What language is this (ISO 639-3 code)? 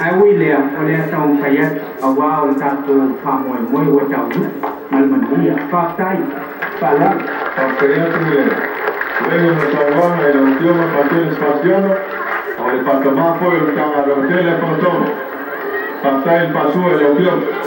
smo